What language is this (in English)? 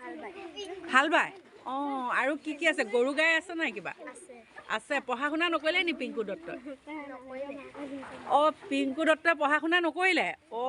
Assamese